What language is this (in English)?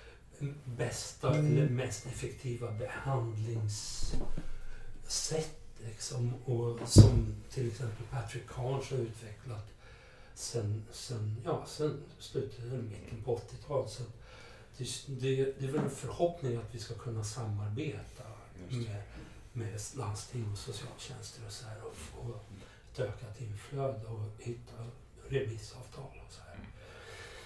Swedish